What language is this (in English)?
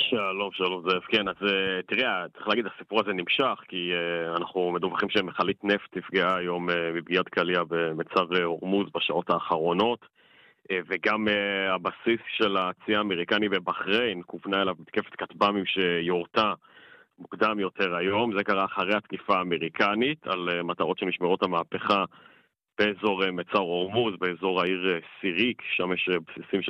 Hebrew